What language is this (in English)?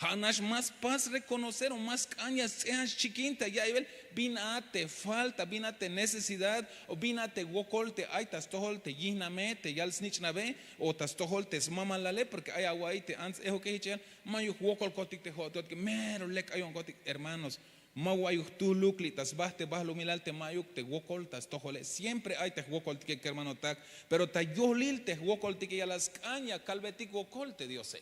Tzeltal